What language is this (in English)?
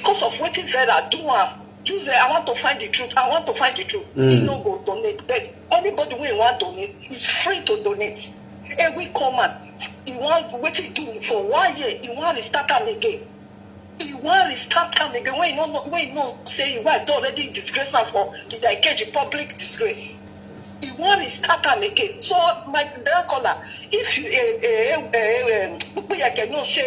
Nigerian Pidgin